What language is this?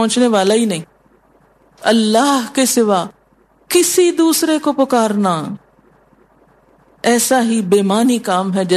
Urdu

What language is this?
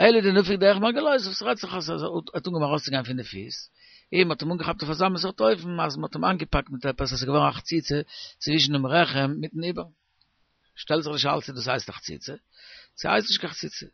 Yiddish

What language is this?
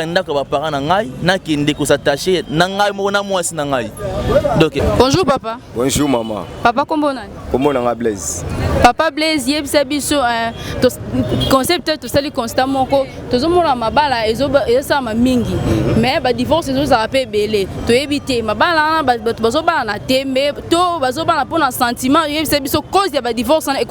Lingala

